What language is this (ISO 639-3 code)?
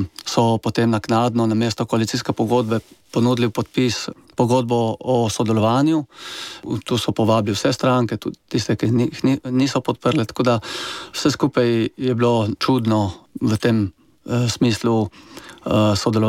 slv